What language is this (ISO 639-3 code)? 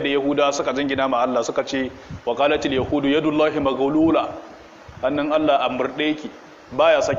hau